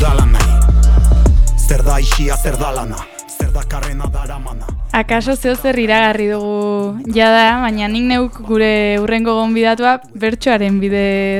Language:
Basque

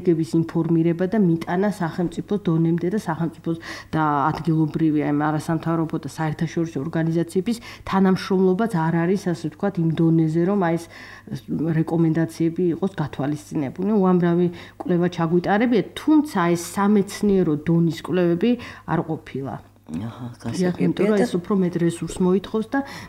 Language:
Georgian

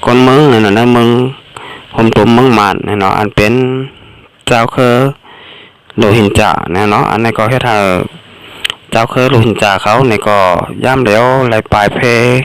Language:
Shan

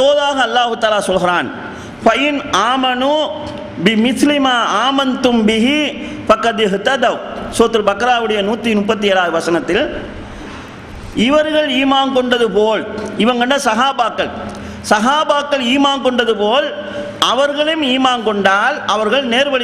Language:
Tamil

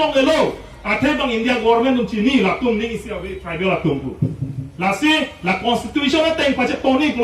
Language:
Karbi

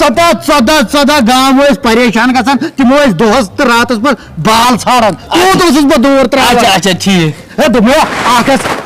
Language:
Kashmiri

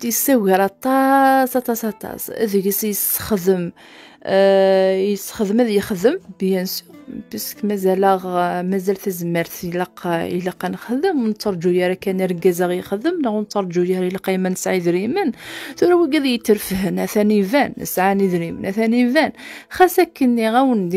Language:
Kabyle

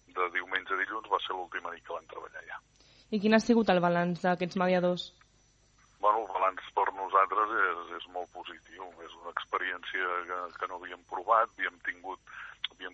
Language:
Catalan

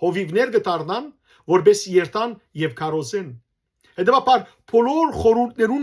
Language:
Western Armenian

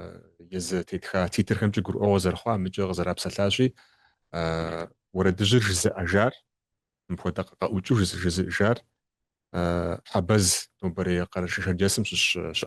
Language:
Kabardian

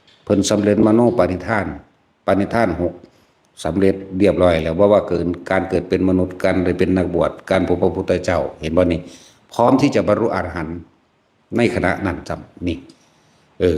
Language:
Northeastern Thai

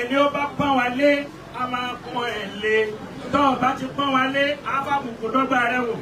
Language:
Yoruba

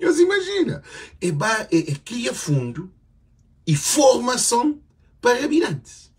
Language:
Kabuverdianu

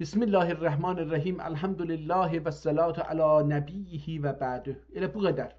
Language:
South Azerbaijani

